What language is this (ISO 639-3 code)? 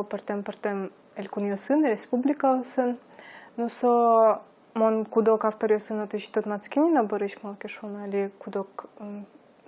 udm